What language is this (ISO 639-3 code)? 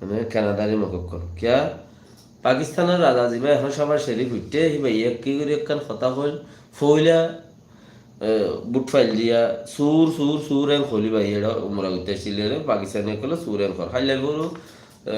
rhg